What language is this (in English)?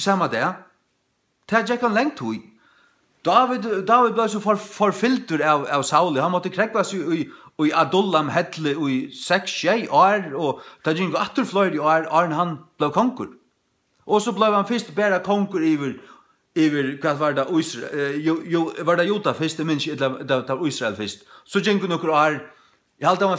Faroese